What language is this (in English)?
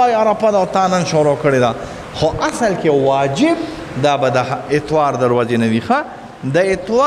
Pashto